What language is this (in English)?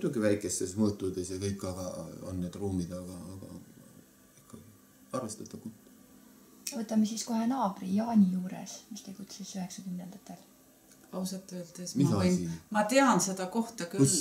Estonian